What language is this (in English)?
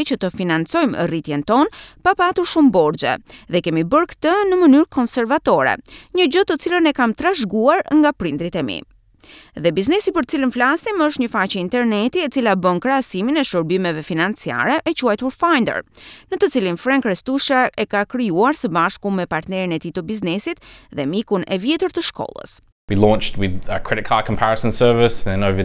Albanian